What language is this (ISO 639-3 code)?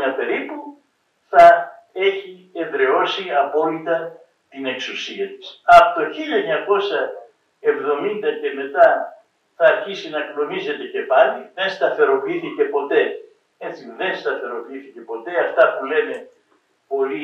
ell